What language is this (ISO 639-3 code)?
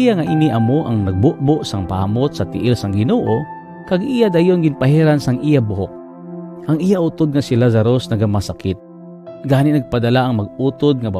hil